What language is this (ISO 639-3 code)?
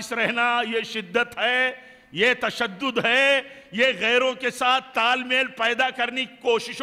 urd